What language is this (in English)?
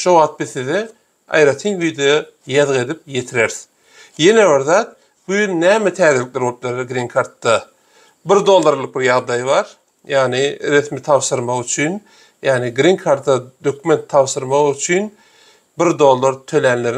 Turkmen